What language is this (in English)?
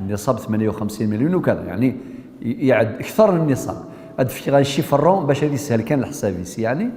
Kabyle